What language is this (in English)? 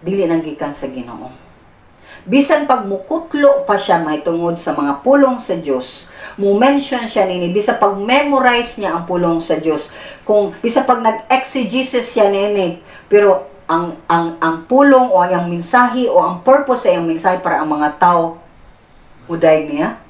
Cebuano